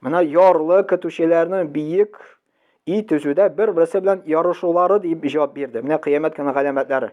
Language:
Tatar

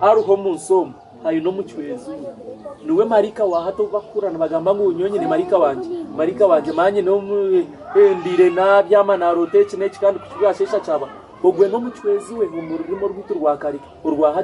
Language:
Nyankole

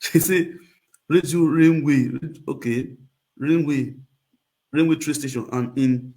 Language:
Nigerian Pidgin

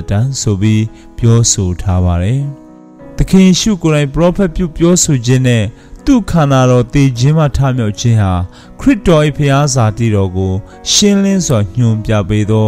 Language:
Burmese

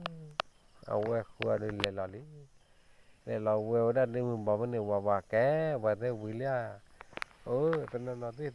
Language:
S'gaw Karen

